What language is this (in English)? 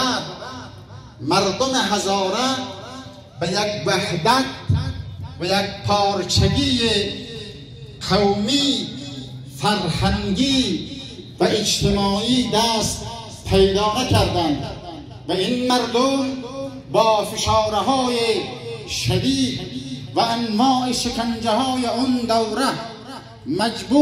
Persian